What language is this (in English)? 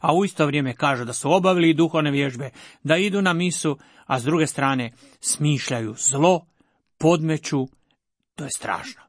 Croatian